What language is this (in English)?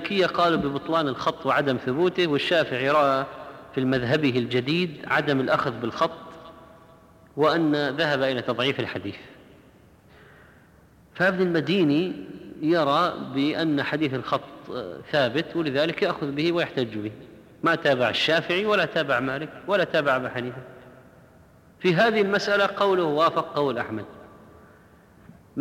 Arabic